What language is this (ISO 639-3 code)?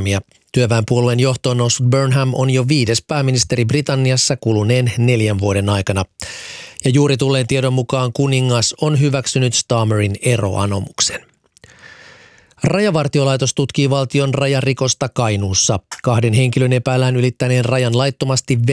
fin